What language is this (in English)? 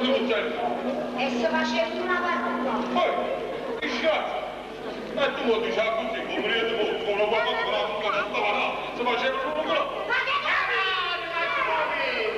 Neapolitan